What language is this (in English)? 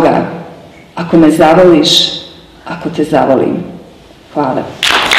Croatian